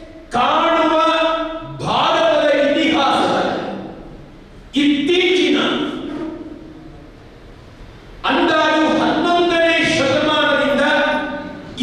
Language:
Kannada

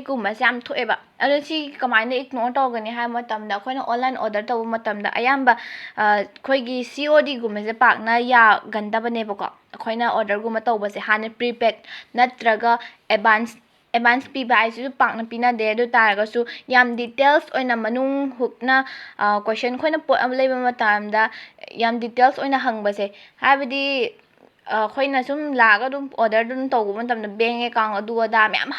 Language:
Manipuri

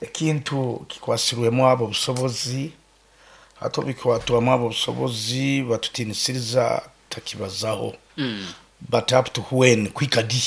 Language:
Nyankole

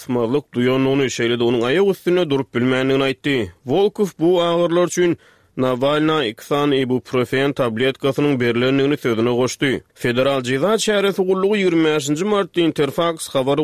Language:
Turkmen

